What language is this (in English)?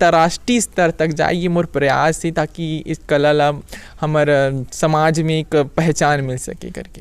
Chhattisgarhi